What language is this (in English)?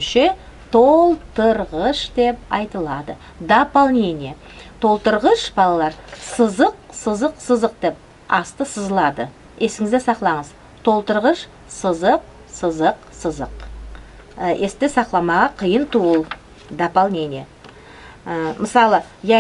Nogai